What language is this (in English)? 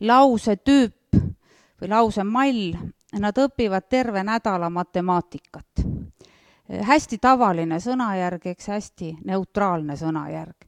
Estonian